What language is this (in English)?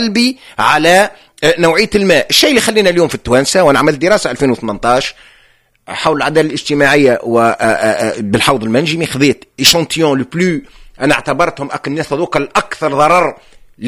Tunisian Arabic